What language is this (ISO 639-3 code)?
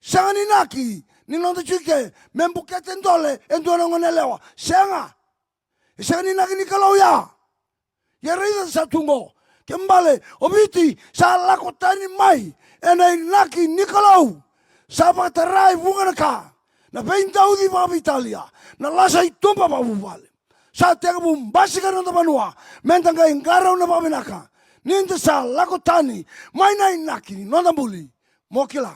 fij